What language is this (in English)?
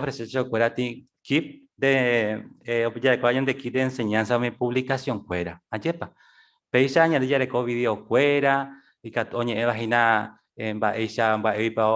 Guarani